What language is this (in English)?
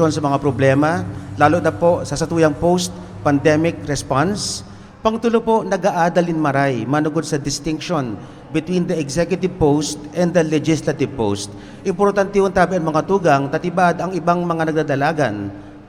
Bikol